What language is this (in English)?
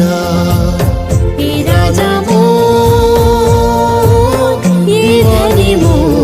Chhattisgarhi